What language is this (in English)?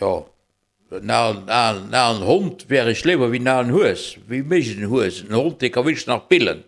Luxembourgish